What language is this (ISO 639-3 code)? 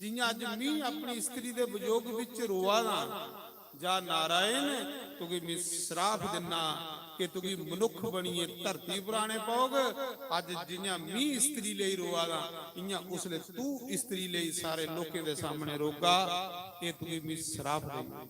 doi